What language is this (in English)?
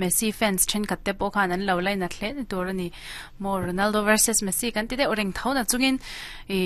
Mizo